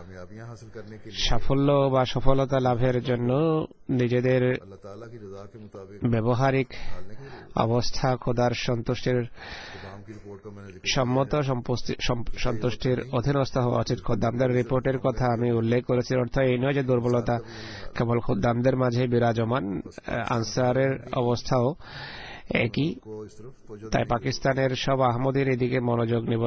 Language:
Bangla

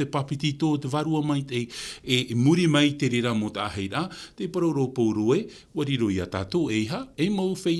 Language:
Tahitian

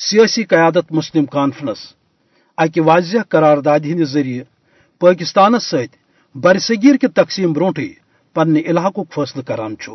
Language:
Kashmiri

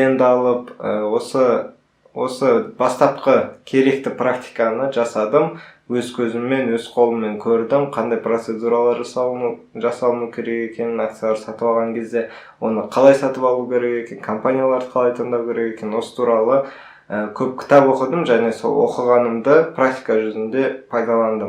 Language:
Kazakh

